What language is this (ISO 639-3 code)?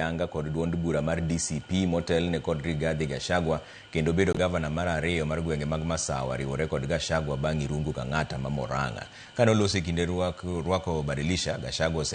luo